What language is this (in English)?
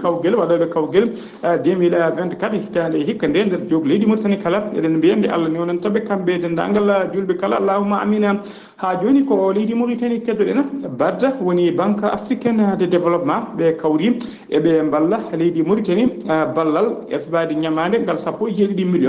Fula